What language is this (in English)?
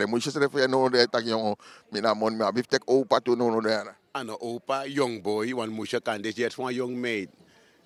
Sranan Tongo